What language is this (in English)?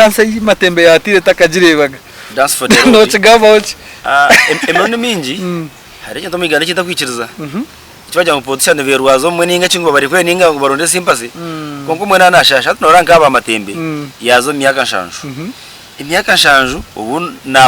Nyankole